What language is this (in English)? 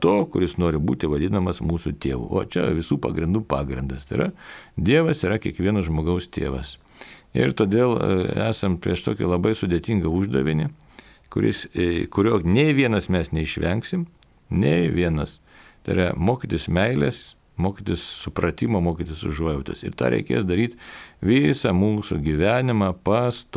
Lithuanian